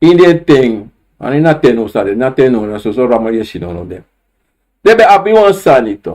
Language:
Sranan Tongo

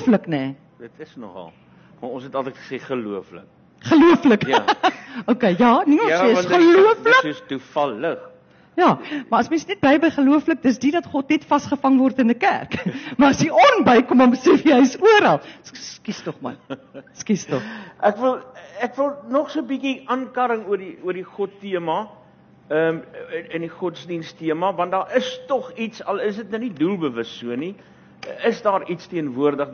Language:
Afrikaans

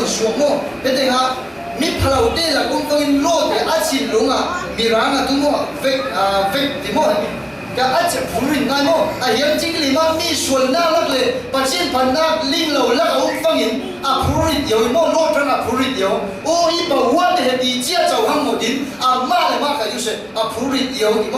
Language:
Falam Chin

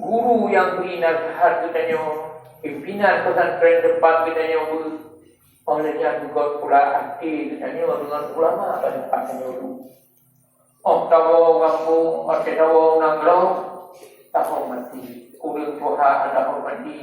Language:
Achinese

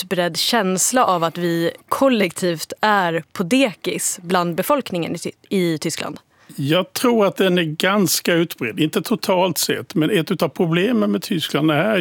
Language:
Swedish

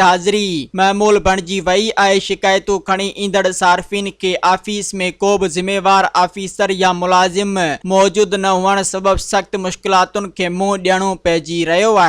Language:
Sindhi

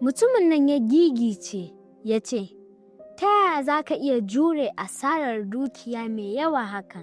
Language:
Hausa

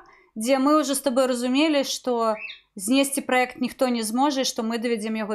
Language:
Belarusian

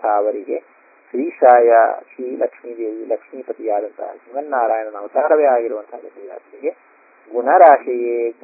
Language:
Kannada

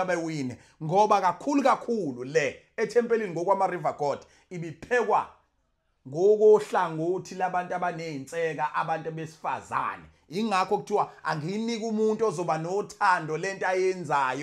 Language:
Zulu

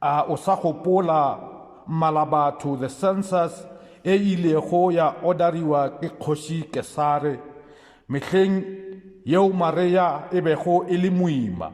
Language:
Northern Sotho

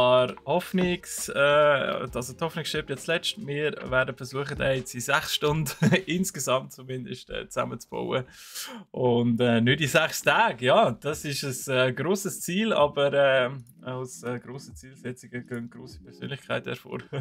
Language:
Swiss German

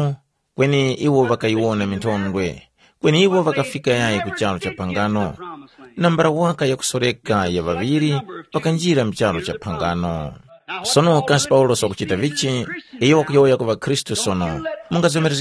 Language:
Tumbuka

